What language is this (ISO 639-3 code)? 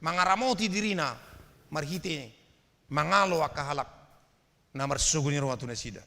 bbc